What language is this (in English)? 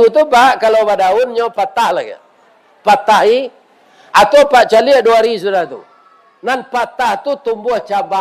Minangkabau